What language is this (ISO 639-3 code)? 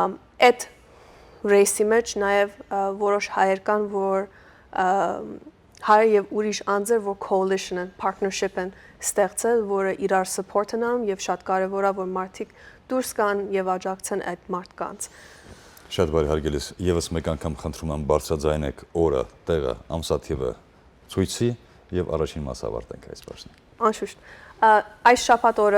hyw